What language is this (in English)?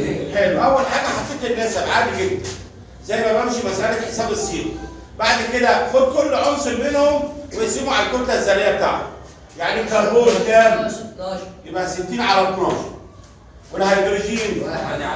Egyptian Arabic